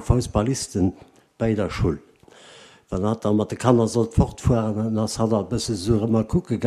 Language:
Luxembourgish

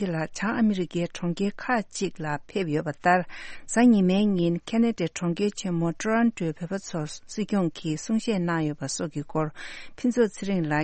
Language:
Tibetan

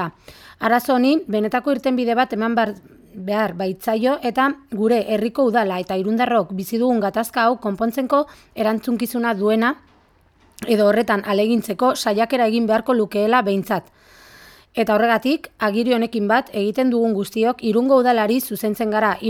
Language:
Basque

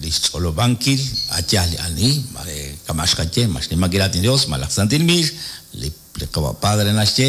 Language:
Kekchí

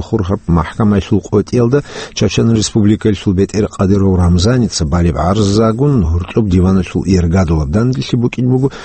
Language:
Avaric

